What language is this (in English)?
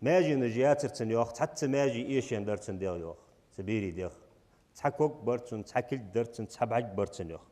Ingush